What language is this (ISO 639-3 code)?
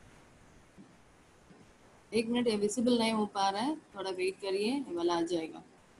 hin